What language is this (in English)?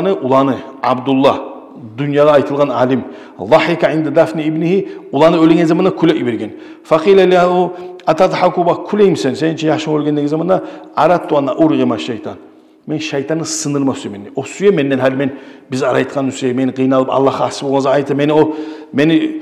Kumyk